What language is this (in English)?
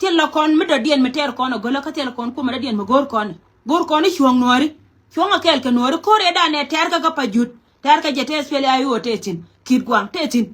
Nuer